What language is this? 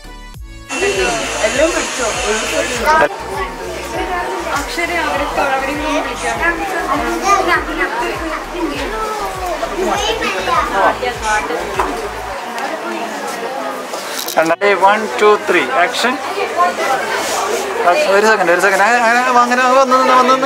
Malayalam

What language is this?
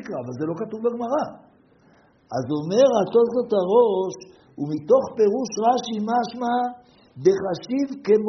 Hebrew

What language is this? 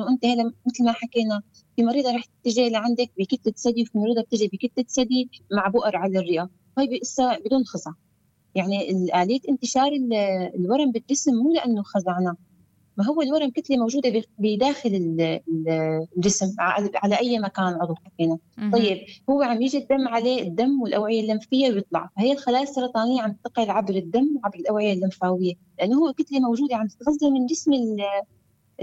North Levantine Arabic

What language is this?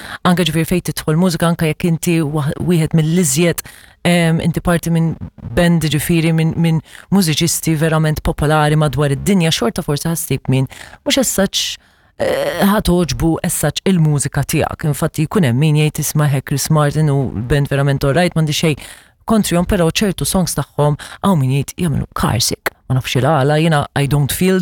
Maltese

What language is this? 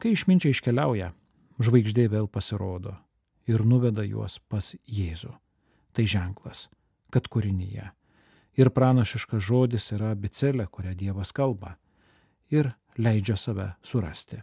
Lithuanian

